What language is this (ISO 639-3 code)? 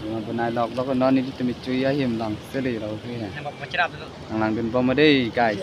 mjw